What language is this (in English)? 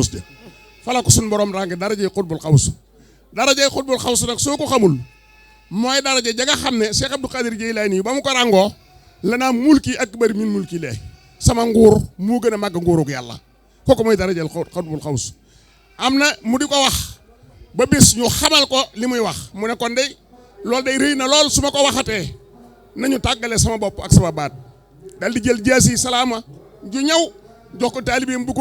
Wolof